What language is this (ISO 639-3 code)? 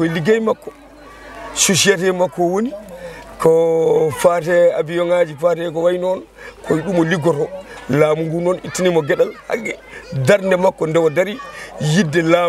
ful